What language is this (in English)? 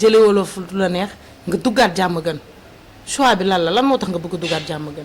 Wolof